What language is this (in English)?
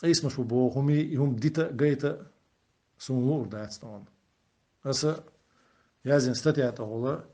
Chechen